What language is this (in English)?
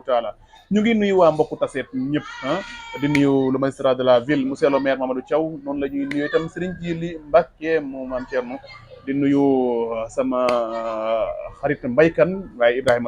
Wolof